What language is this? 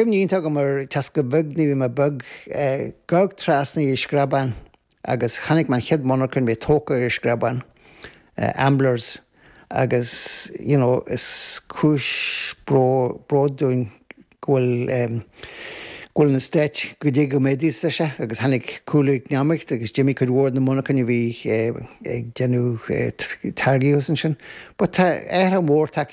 Irish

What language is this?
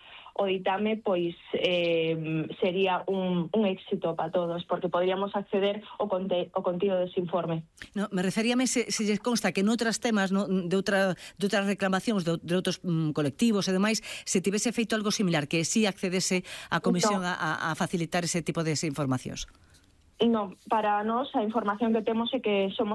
Galician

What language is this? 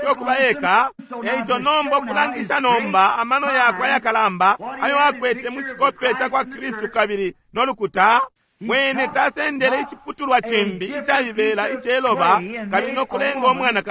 Bemba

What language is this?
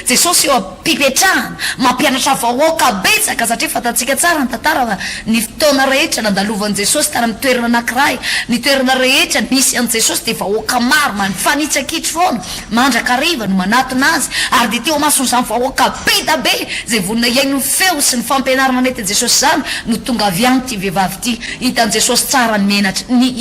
Malagasy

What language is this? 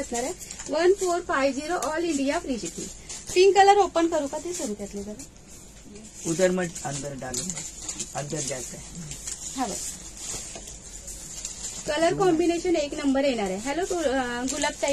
Marathi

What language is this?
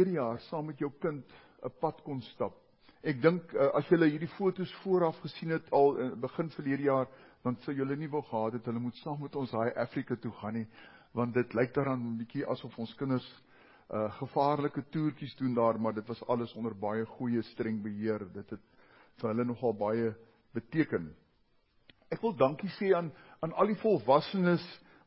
Afrikaans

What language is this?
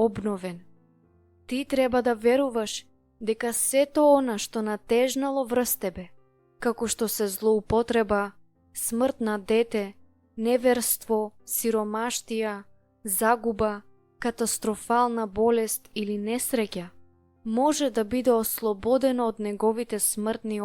Macedonian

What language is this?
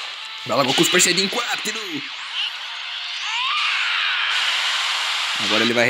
Portuguese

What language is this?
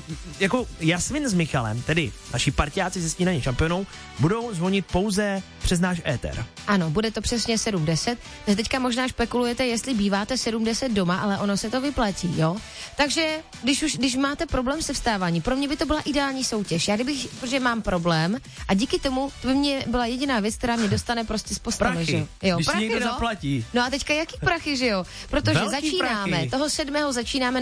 Czech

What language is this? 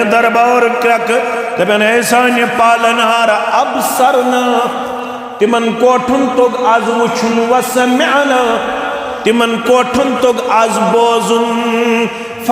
Kashmiri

